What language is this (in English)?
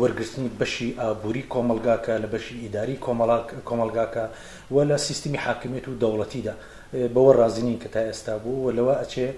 Central Kurdish